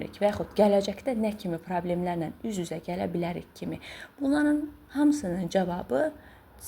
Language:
Azerbaijani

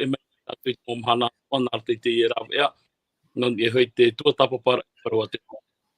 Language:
Tahitian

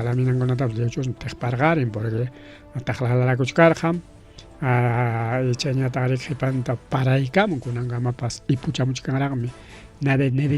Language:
Ayacucho Quechua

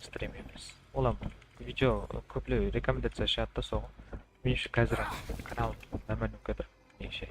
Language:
Kara-Kalpak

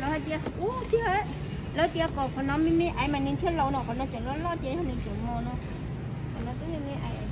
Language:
Hmong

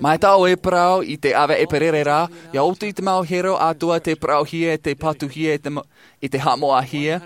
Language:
Tahitian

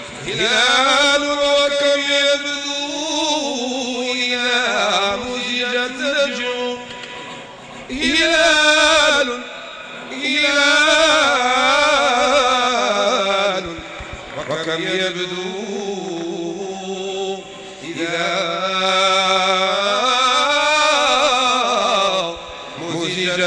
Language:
Arabic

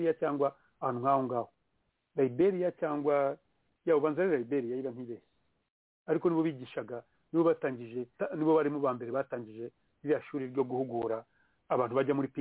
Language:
Kinyarwanda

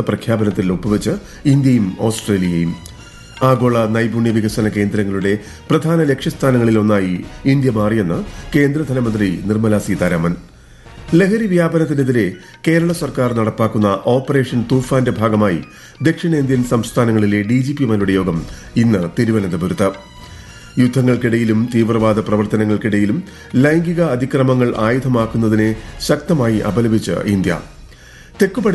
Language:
Malayalam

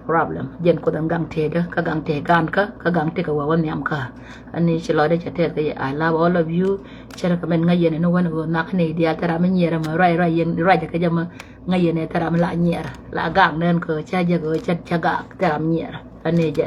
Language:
Nuer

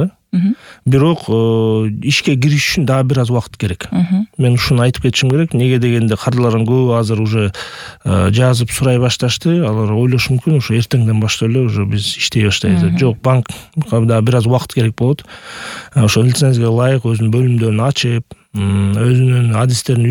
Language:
Kyrgyz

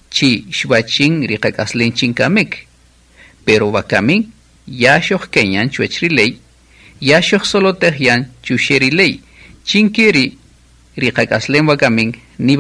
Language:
Kaqchikel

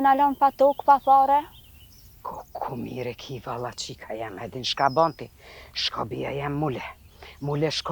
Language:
Albanian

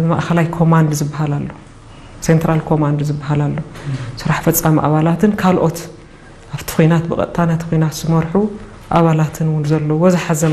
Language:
Tigrinya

